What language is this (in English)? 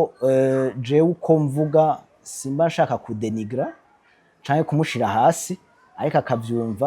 Rundi